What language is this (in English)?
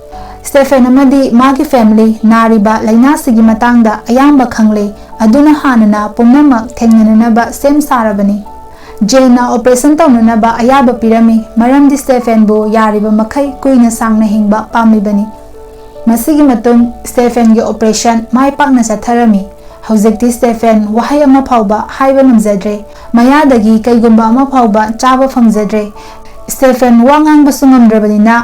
Manipuri